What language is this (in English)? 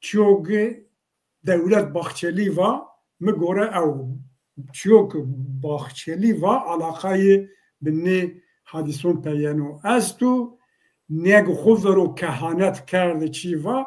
Zaza